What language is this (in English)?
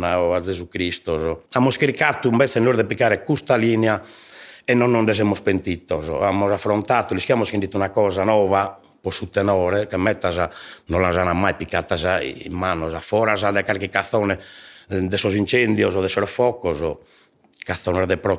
Sardinian